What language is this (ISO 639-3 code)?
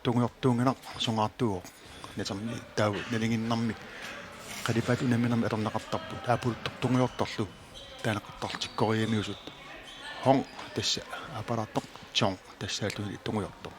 kal